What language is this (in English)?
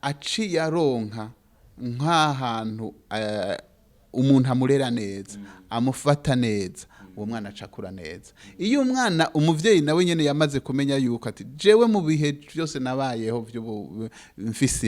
Rundi